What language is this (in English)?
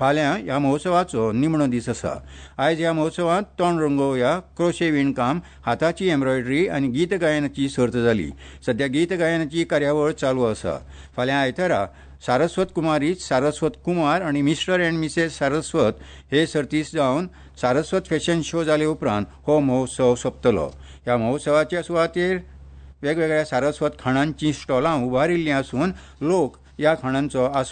Konkani